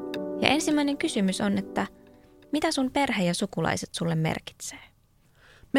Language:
Finnish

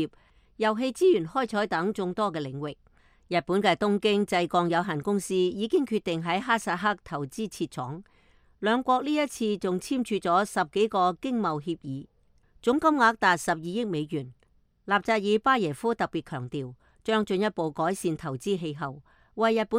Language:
Cantonese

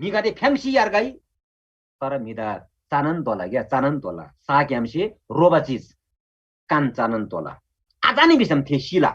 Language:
Eastern Tamang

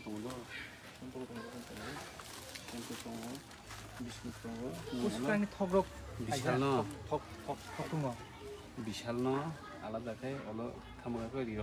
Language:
Kok Borok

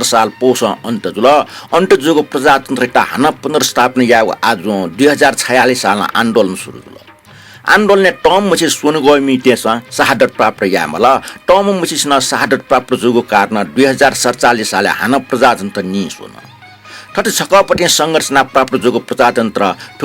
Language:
Newari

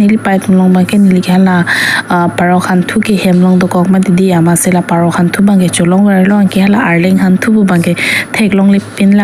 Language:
Karbi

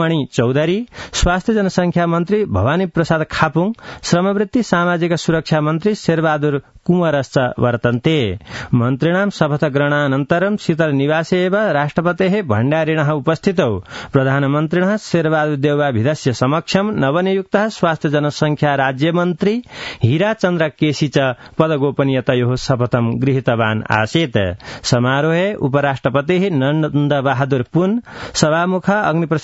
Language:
Sanskrit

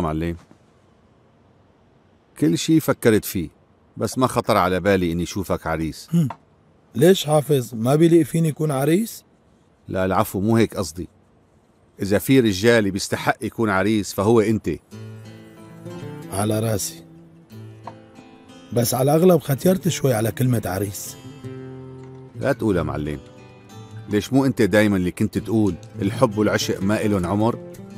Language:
North Levantine Arabic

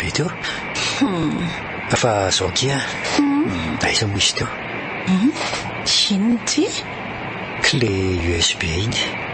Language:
Malagasy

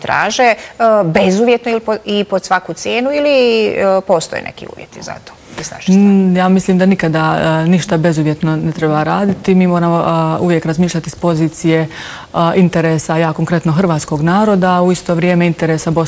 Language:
Bosnian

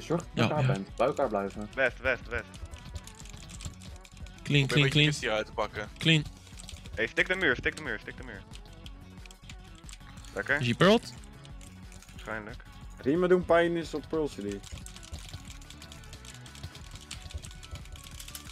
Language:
Dutch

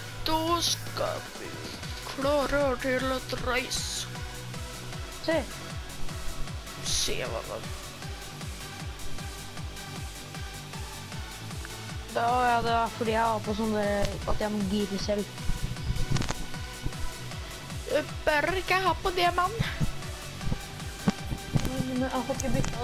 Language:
Norwegian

